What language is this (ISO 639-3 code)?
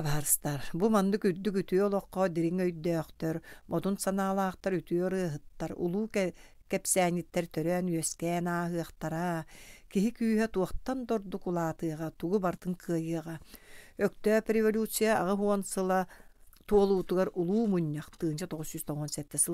sah